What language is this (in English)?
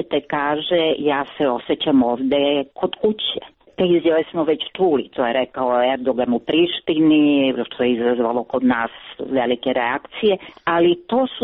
Serbian